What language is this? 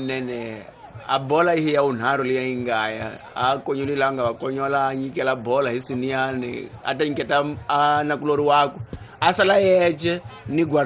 Tsonga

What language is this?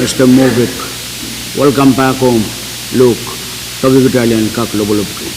Pohnpeian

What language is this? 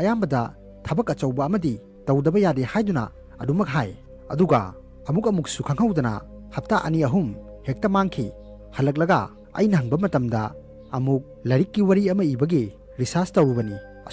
Manipuri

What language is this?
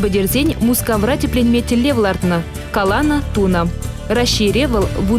Chuvash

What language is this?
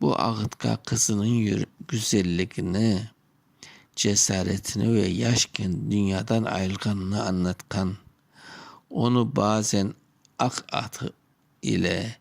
Crimean Tatar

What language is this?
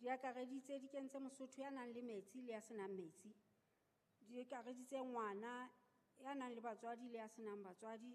Southern Sotho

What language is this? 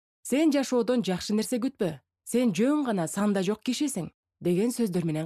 Kyrgyz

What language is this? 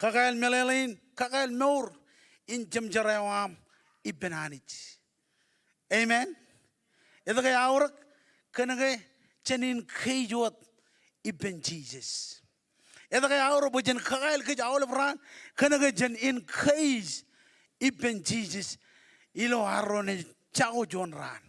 Marshallese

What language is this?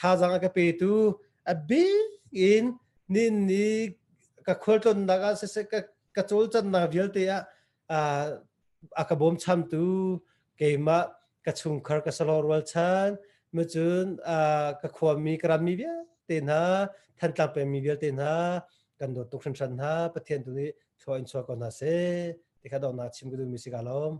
Hakha Chin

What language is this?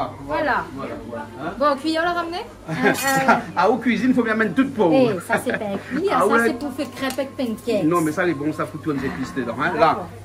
Réunion Creole French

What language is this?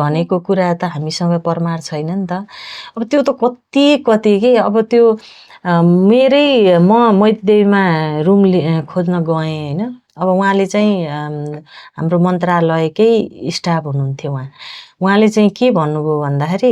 Nepali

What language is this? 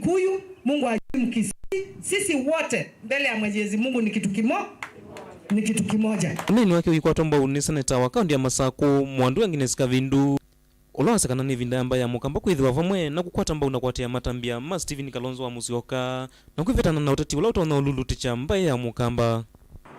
Kamba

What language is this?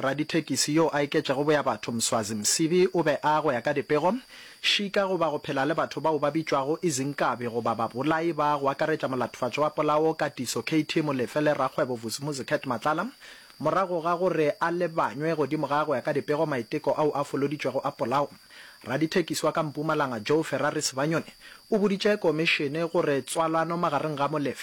Northern Sotho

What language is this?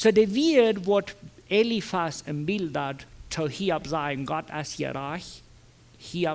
Plautdietsch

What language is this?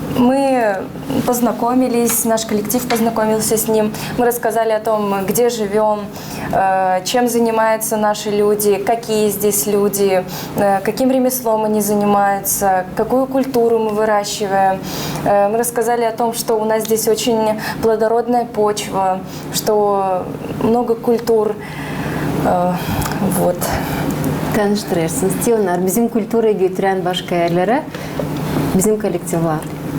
Gagauz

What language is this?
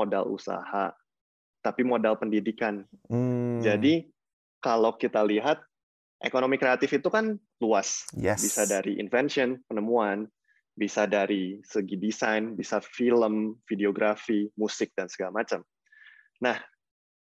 Indonesian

